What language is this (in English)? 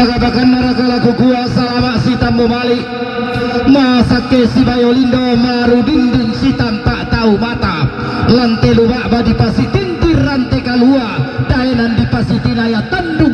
Toraja-Sa'dan